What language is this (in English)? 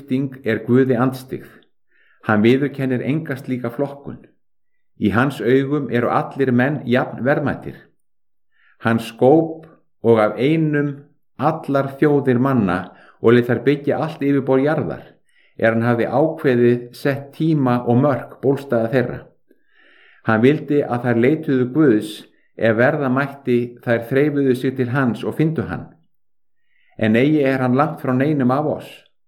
Icelandic